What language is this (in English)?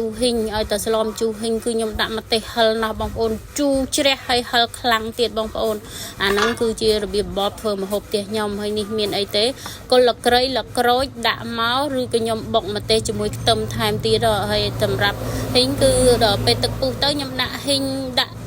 Khmer